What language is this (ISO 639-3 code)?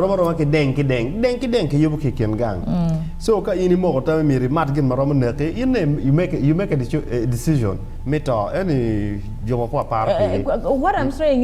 ach